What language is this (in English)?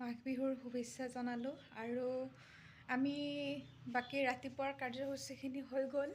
Assamese